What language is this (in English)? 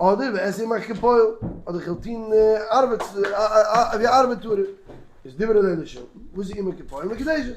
Yiddish